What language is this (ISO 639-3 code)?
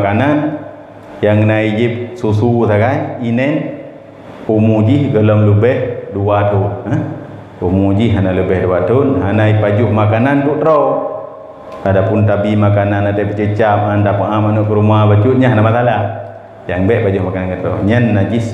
ace